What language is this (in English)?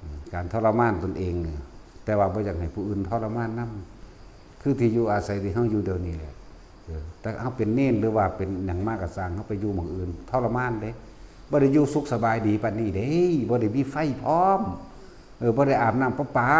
Northeastern Thai